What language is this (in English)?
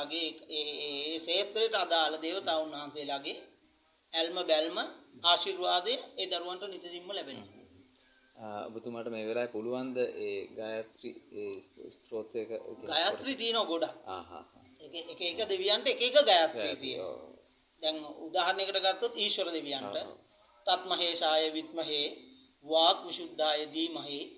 Sinhala